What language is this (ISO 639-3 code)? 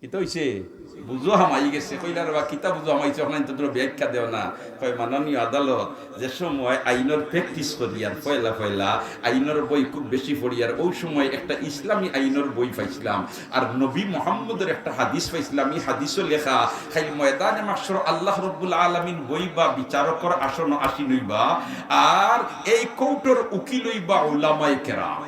syl